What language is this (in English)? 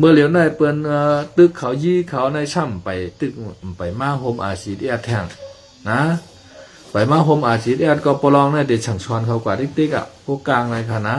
Shan